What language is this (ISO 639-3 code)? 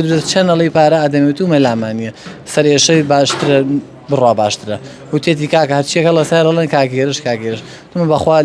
ckb